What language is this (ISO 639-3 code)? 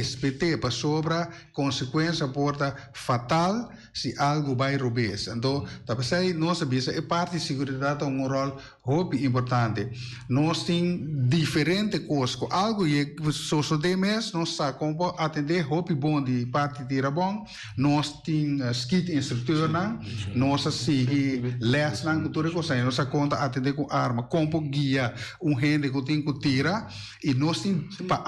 pap